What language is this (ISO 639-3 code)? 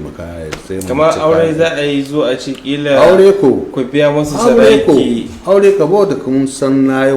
hau